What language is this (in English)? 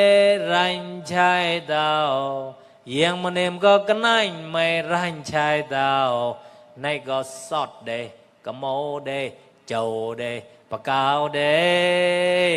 Mon